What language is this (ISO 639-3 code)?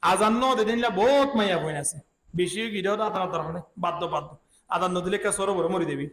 rhg